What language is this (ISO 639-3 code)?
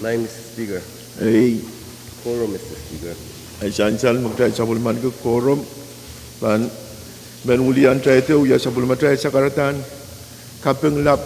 pon